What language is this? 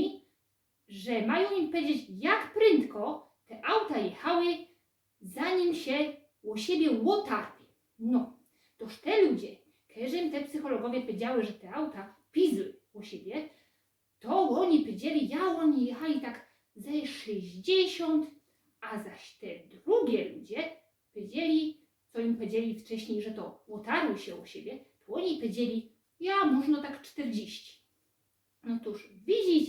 Silesian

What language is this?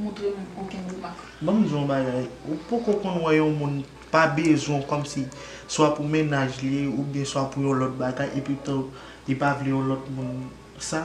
Haitian Creole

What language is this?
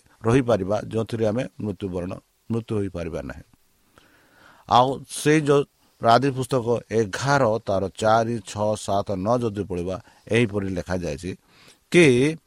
Odia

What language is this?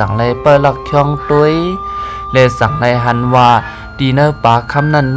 Shan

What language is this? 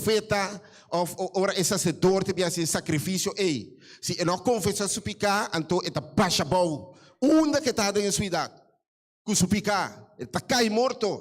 Papiamento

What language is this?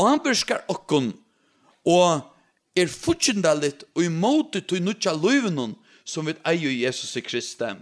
Faroese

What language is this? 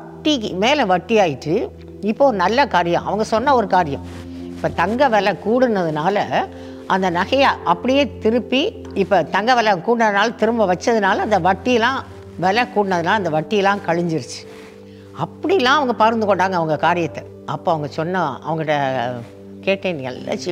Tamil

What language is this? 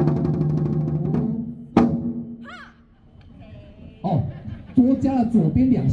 Chinese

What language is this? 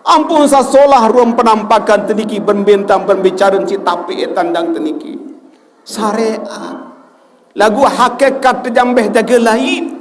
Sasak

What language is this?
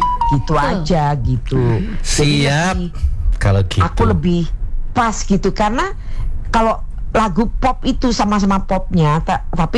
Indonesian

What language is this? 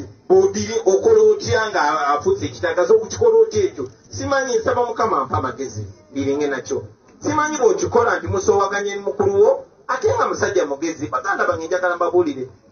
Ganda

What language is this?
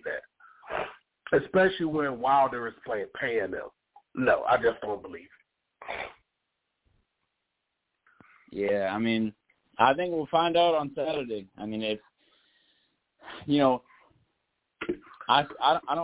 English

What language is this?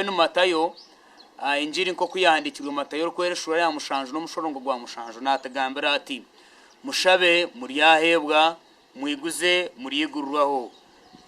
Nyankole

